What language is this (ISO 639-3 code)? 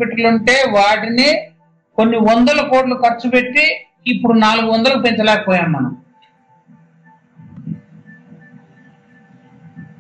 tel